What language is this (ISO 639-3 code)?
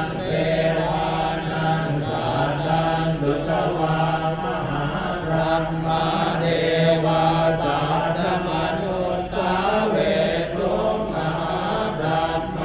pli